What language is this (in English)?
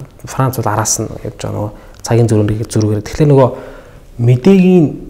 Mongolian